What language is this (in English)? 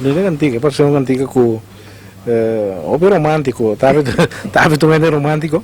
Papiamento